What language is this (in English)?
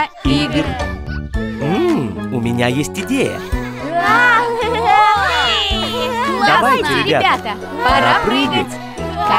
Russian